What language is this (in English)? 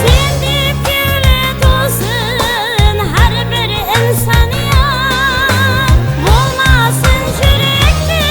Kara-Kalpak